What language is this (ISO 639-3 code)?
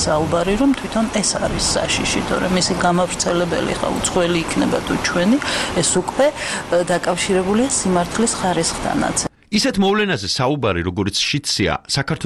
kat